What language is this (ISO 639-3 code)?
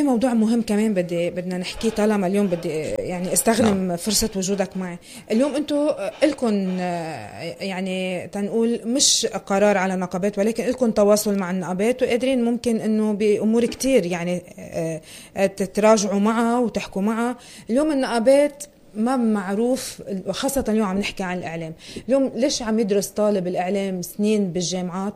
apc